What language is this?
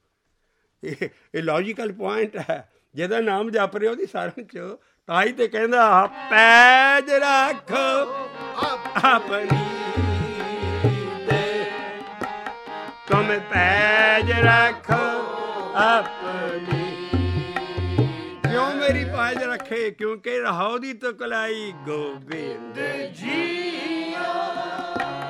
Punjabi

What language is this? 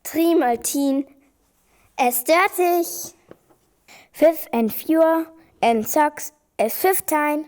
Northern Frisian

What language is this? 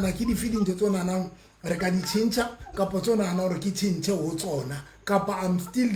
Southern Sotho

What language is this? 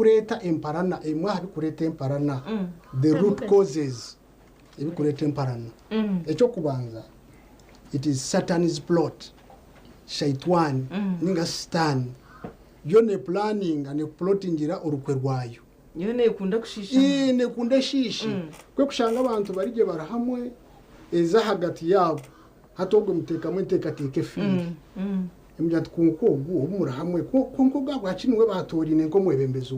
Nyankole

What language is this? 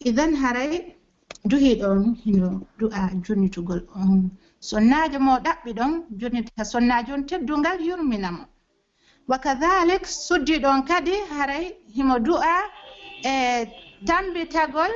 Pular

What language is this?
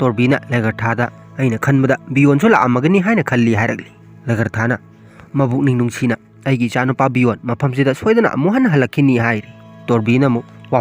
Manipuri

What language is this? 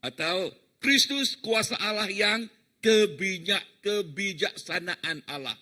Iban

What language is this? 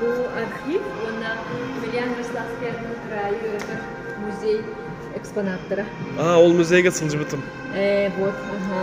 Yakut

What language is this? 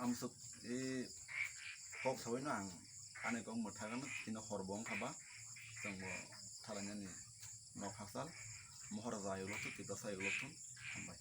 Kok Borok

